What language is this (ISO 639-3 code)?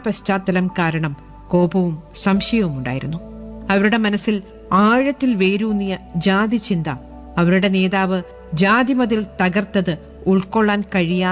mal